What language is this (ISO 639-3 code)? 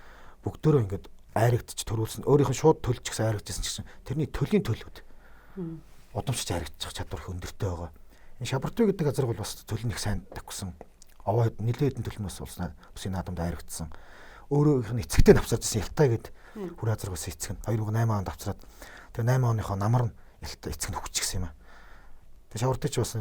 mon